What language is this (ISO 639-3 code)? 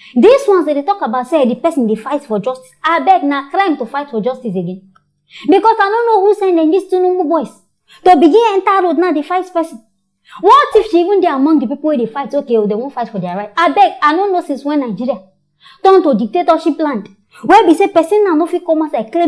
pcm